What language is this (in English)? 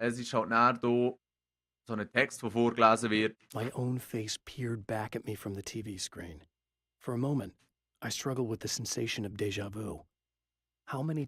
Swiss German